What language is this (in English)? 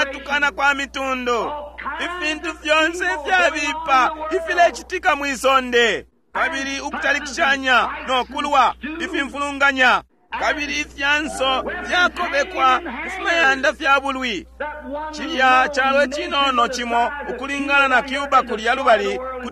Bemba